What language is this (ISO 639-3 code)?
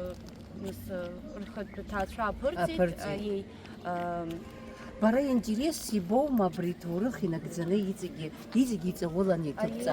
abk